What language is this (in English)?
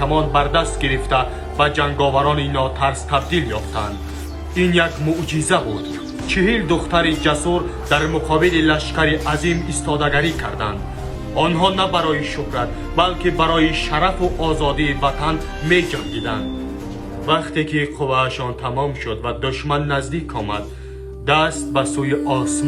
Tajik